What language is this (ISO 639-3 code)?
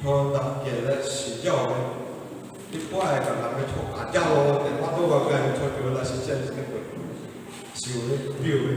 lhu